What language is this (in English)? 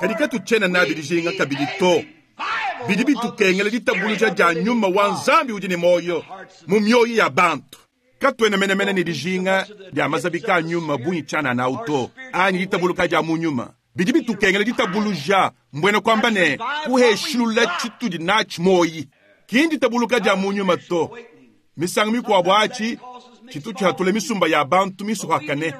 Luba-Lulua